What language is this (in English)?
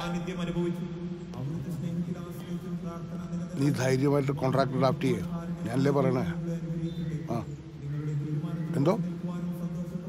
Malayalam